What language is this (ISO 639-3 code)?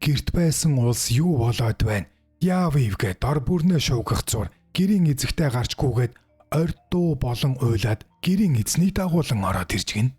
mon